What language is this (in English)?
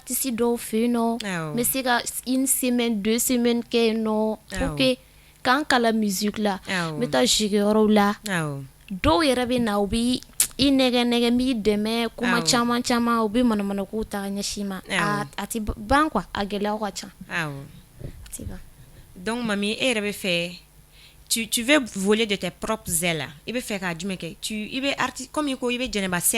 Bambara